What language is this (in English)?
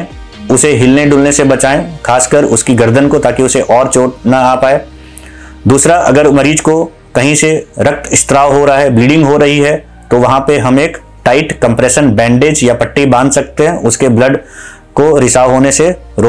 Hindi